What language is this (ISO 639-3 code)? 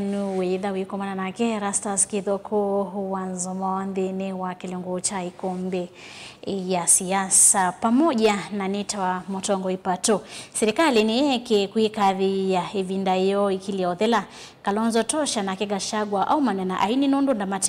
kam